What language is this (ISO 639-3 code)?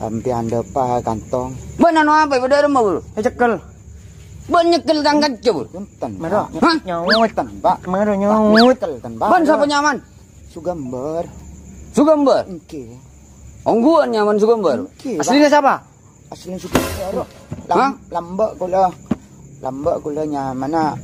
mad